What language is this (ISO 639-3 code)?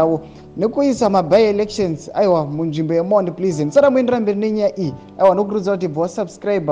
sna